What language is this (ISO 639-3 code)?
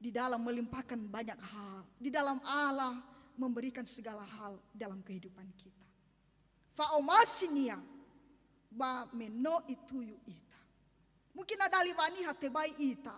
nia